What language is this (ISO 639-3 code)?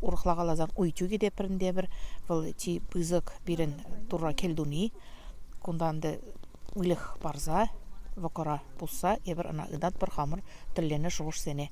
chv